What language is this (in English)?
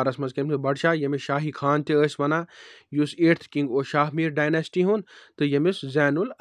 Kashmiri